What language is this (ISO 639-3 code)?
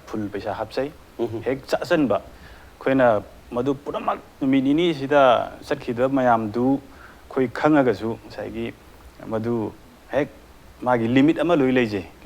mni